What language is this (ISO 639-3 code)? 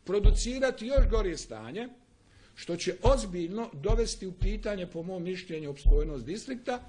bos